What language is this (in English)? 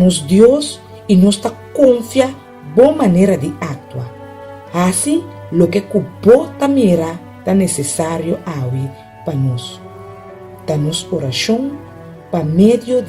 Papiamento